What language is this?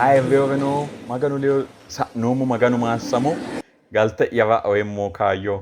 Sidamo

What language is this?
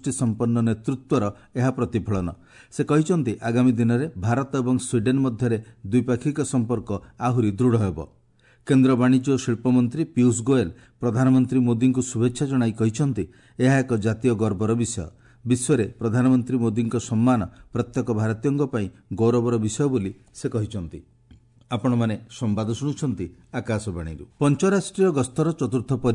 Odia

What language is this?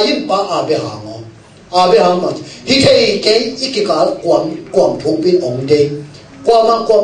Tedim Chin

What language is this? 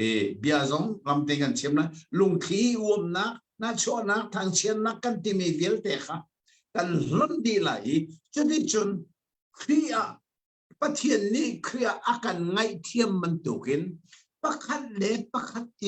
Hakha Chin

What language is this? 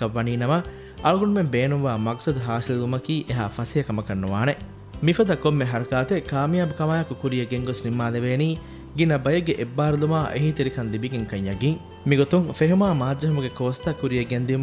Divehi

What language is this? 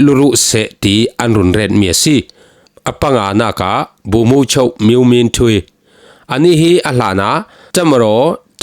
Falam Chin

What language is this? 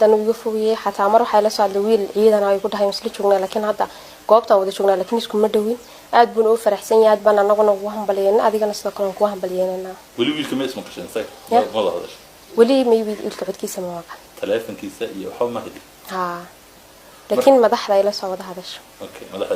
Somali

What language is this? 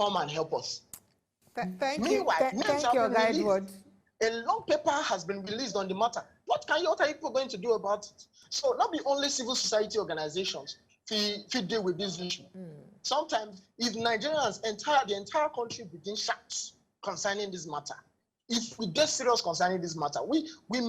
Nigerian Pidgin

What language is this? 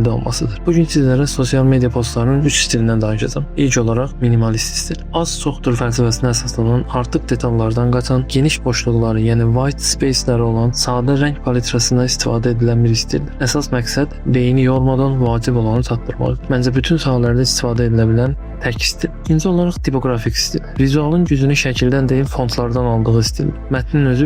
Azerbaijani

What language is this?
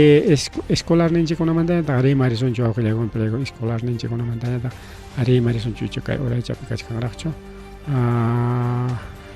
Ayacucho Quechua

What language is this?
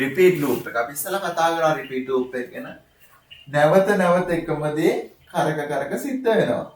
Sinhala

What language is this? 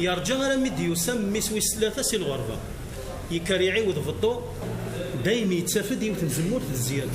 Kabyle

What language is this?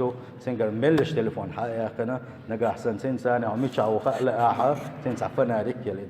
Chechen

